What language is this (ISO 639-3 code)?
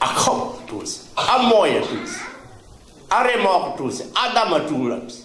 cfm